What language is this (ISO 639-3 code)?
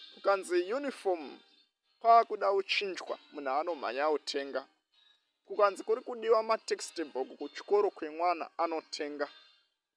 sna